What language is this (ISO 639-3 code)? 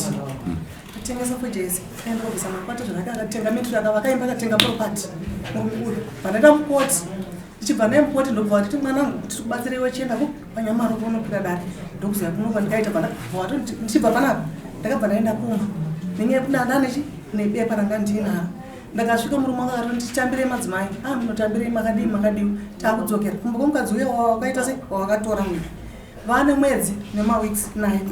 sna